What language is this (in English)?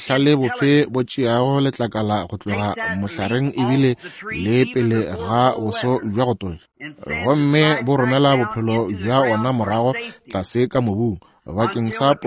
Northern Sotho